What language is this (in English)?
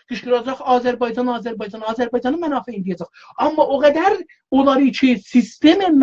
South Azerbaijani